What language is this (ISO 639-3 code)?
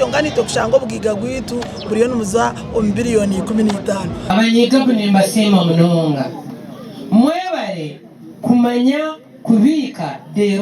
nyn